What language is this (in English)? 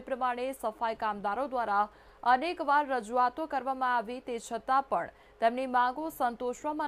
Gujarati